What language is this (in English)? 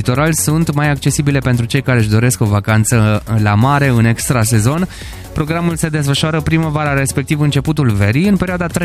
Romanian